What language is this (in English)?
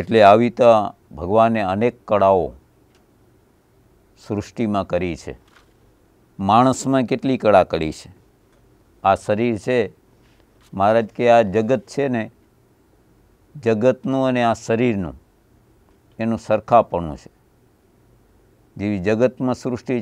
Gujarati